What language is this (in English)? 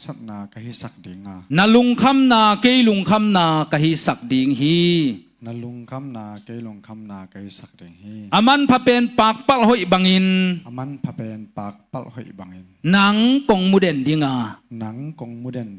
Tedim Chin